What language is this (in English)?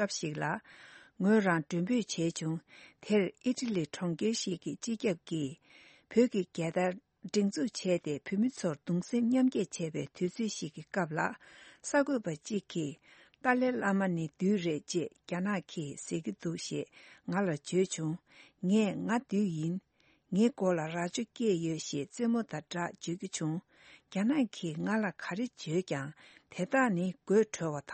Tibetan